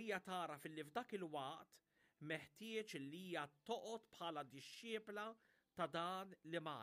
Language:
Maltese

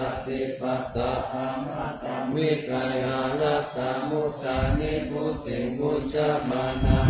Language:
Pali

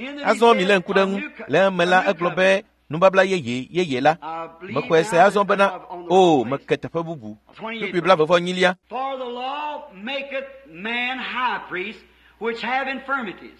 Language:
Ewe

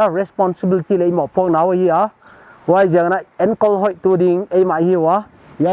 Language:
Paite Chin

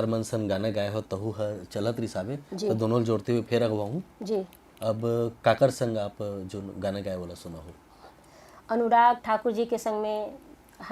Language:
Chhattisgarhi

